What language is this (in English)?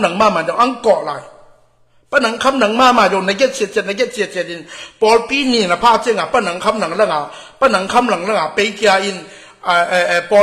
Tedim Chin